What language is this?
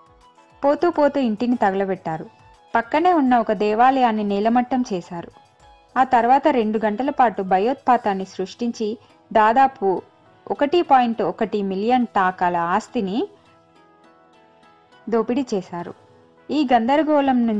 Telugu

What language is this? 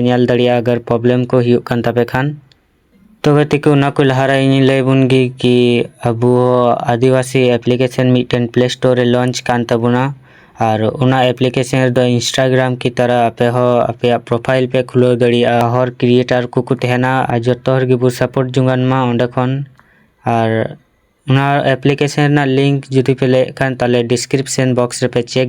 Santali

